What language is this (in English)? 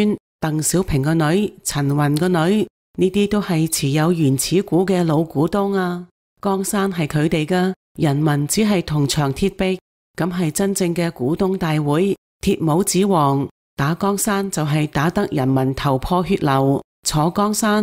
Cantonese